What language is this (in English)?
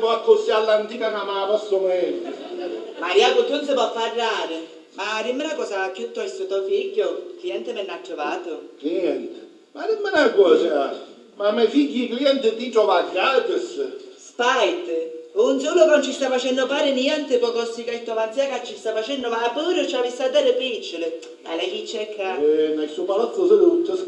Sicilian